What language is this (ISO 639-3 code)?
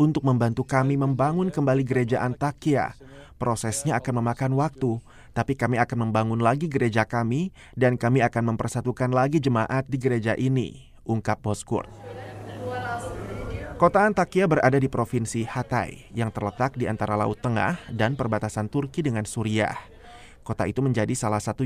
ind